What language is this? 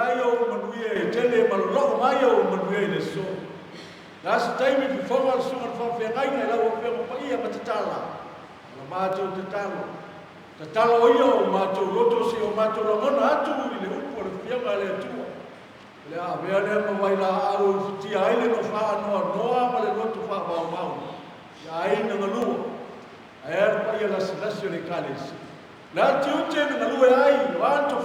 Samoan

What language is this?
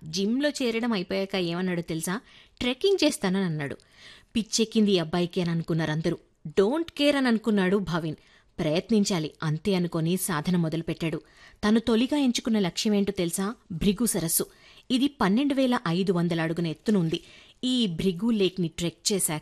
Telugu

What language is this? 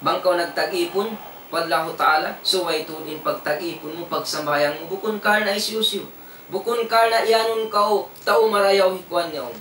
Tausug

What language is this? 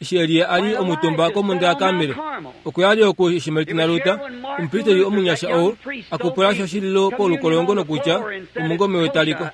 Kuanyama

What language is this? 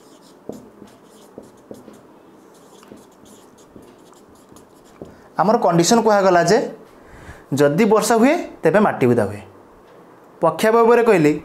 Odia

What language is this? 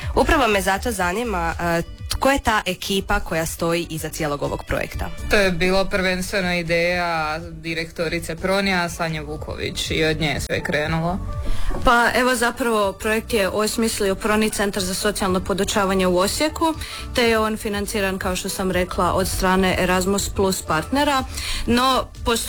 Croatian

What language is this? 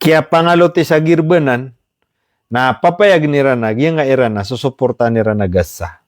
Maranao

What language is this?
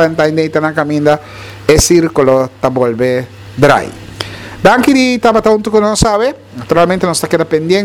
Papiamento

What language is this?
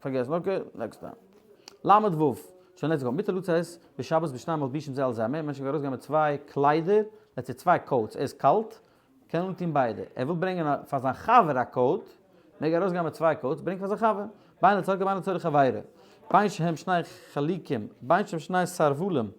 Yiddish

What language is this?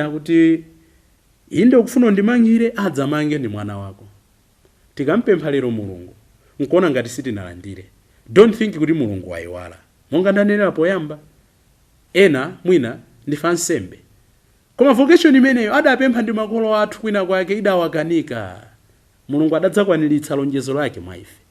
Nyanja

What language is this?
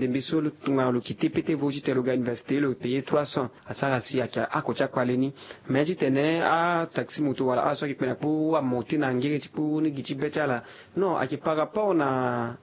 Sango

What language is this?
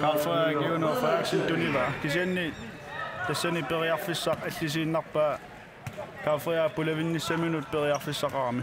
Kalaallisut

